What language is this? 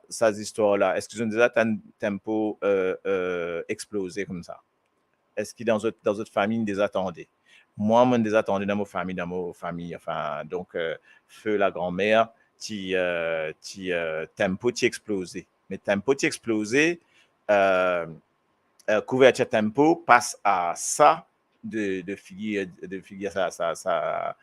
Morisyen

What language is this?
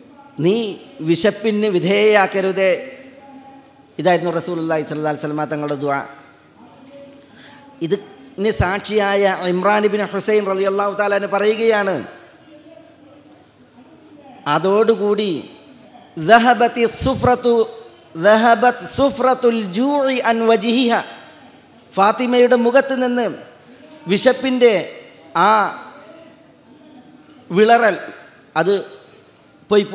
Malayalam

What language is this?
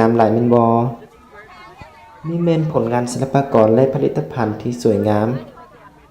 Lao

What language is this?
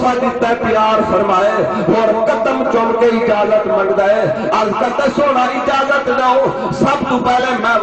Saraiki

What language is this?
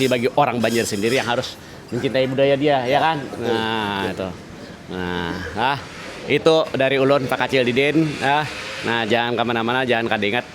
Banjar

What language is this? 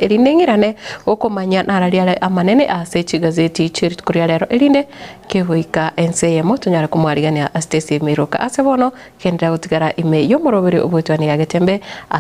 Gusii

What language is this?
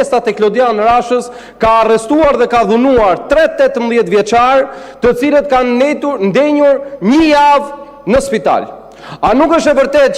Albanian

